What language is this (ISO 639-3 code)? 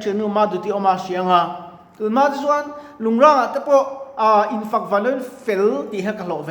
lus